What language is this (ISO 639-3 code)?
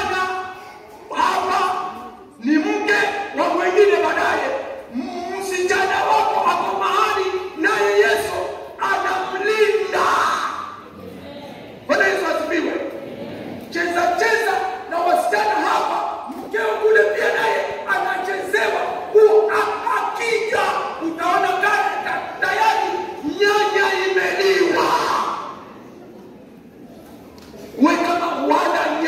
swa